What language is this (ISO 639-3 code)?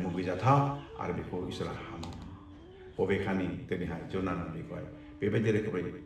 brx